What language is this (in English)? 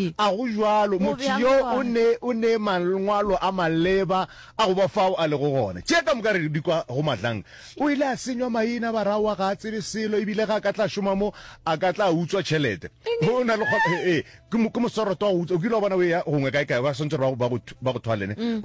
Northern Sotho